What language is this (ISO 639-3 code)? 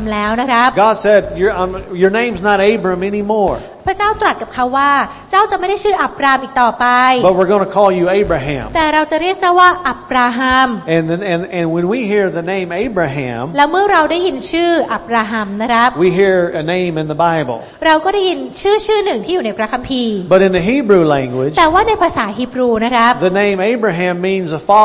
tha